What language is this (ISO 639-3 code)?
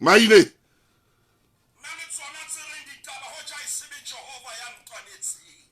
sot